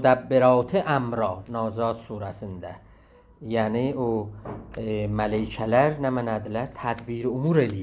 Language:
South Azerbaijani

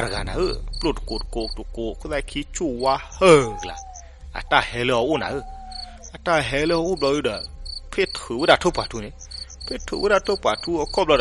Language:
S'gaw Karen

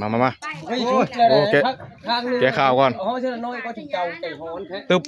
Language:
Northeastern Thai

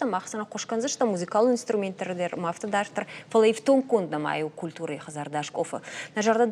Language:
Ossetic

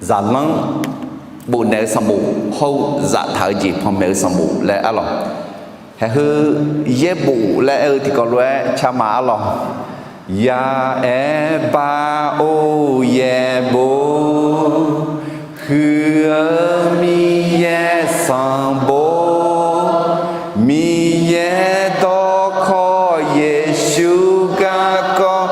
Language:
Akha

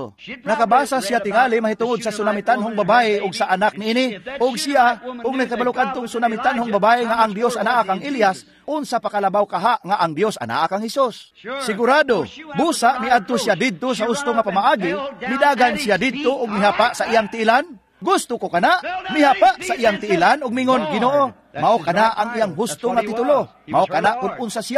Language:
Cebuano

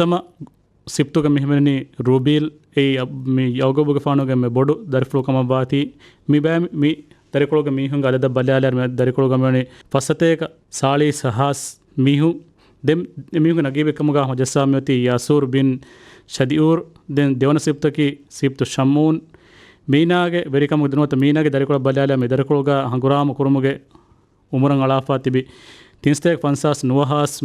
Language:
Divehi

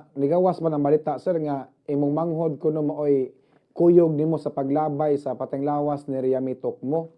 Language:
Cebuano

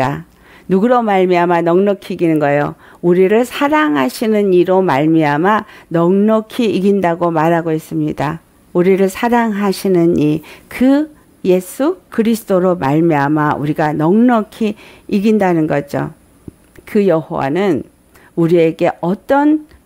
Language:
Korean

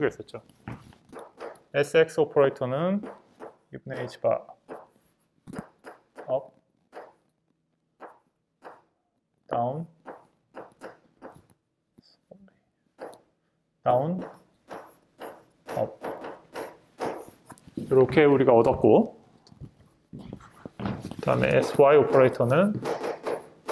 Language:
Korean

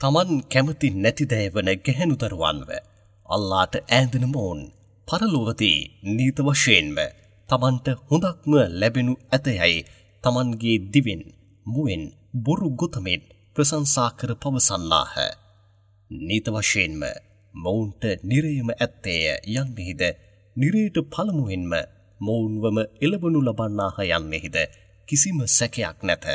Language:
Sinhala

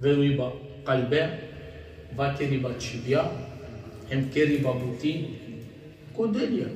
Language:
Balkan Romani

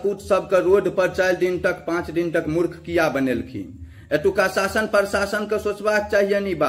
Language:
Maithili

